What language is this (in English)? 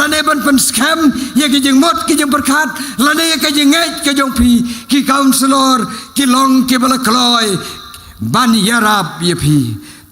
Khasi